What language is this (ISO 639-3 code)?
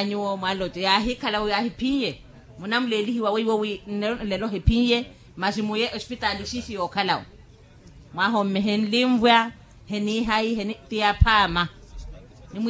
vmw